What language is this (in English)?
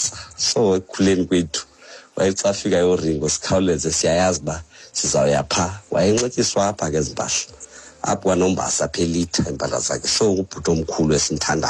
Xhosa